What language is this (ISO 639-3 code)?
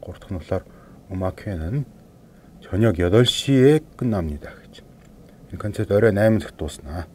mon